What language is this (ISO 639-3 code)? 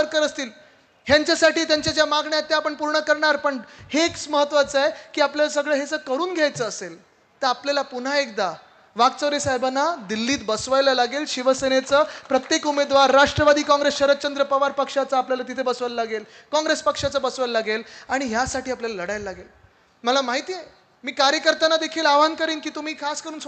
mar